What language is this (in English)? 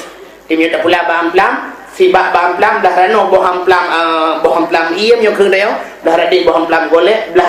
Achinese